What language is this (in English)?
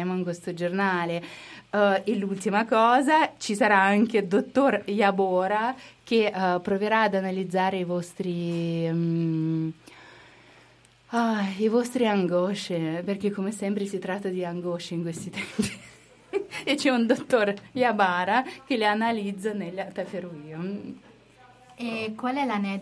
Italian